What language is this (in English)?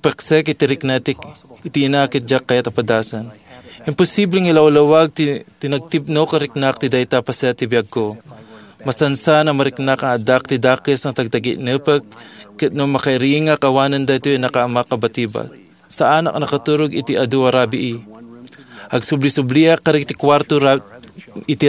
Iloko